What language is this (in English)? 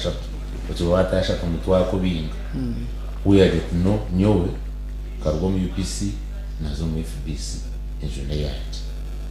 Nyankole